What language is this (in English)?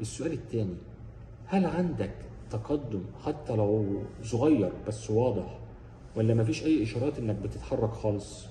Egyptian Arabic